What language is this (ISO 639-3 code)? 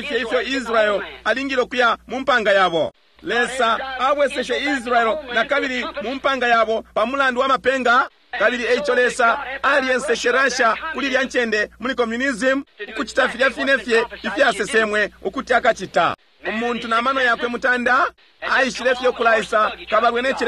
bem